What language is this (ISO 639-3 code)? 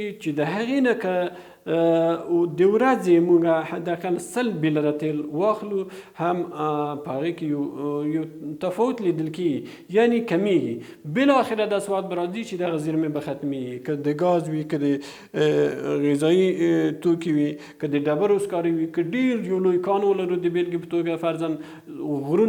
pus